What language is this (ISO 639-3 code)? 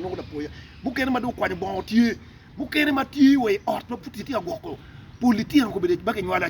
ach